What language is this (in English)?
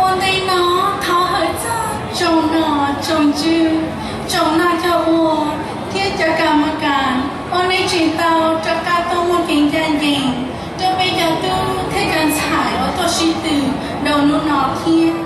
Hmong